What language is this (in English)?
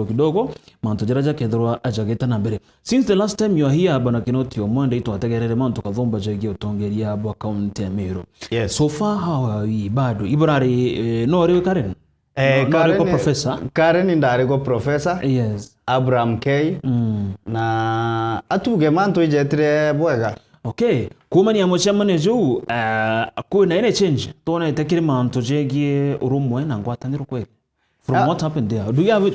Meru